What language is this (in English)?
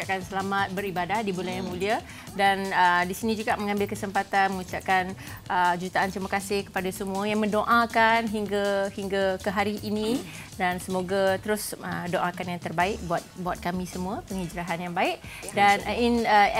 Malay